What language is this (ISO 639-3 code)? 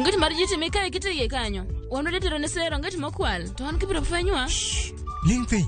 luo